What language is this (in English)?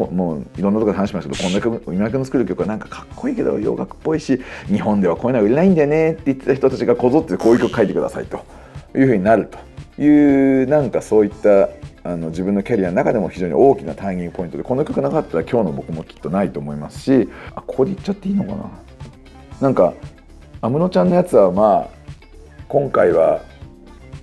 Japanese